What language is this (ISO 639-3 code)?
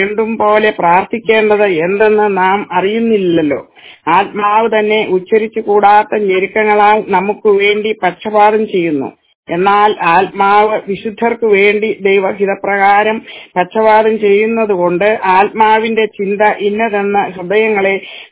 mal